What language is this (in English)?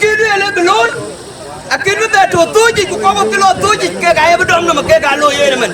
Dinka